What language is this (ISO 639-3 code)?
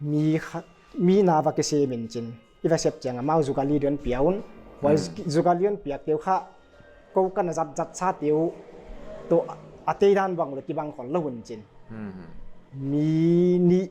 pck